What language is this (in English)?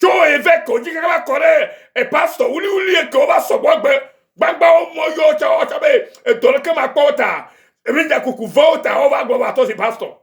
Ewe